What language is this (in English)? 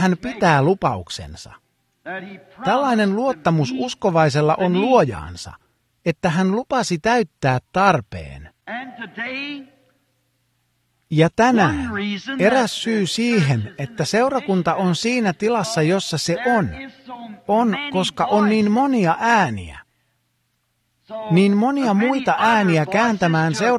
Finnish